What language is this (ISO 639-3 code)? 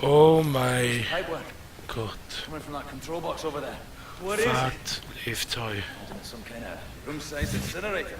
ltz